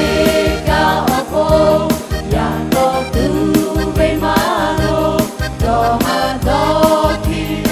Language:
Lahu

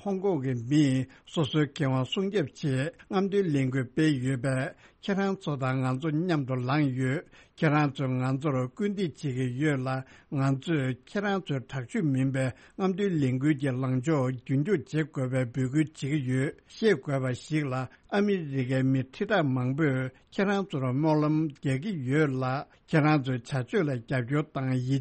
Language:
Tibetan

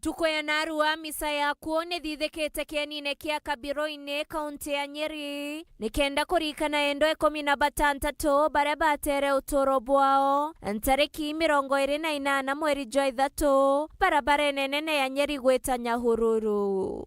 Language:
Meru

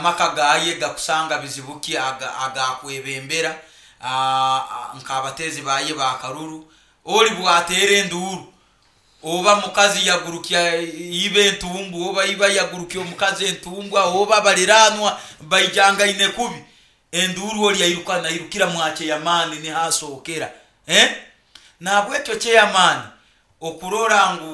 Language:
Nyoro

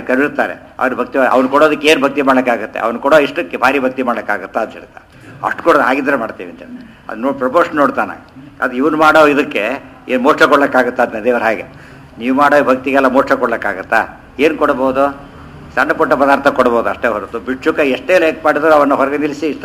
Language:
Kannada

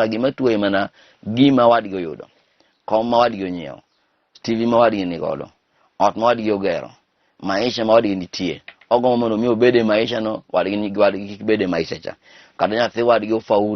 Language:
Luo (Kenya and Tanzania)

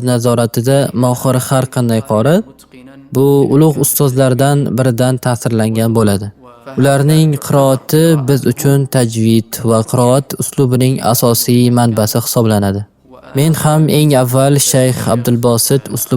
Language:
Uzbek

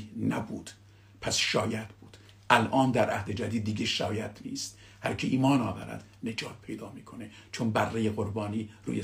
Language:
Persian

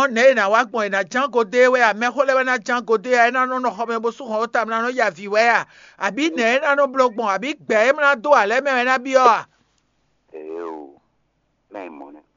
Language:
Fon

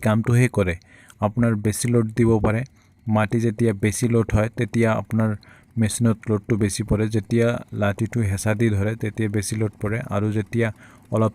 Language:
Assamese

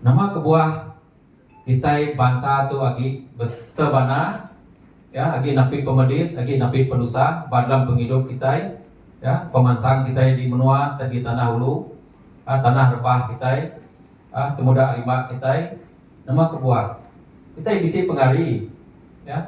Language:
Iban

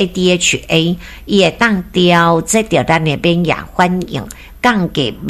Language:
Min Nan Chinese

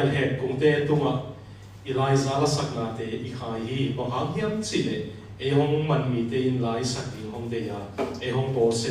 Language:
Tedim Chin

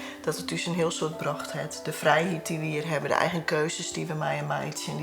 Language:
Western Frisian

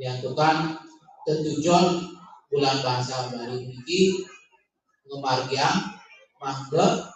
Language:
Balinese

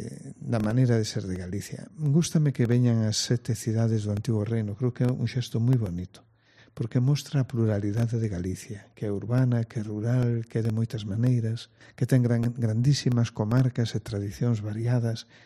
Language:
Galician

